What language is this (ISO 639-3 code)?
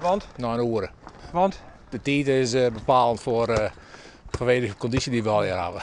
fry